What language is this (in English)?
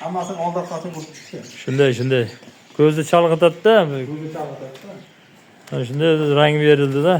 Uzbek